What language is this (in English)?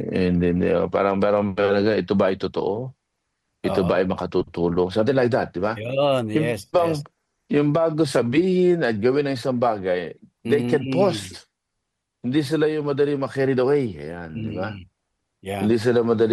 Filipino